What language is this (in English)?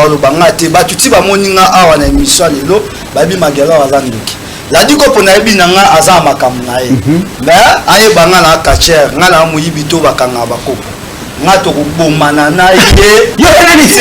Lingala